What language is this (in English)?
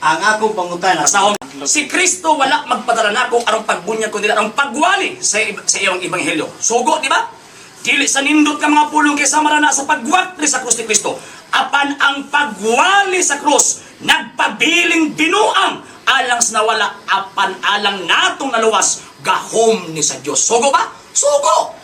Cebuano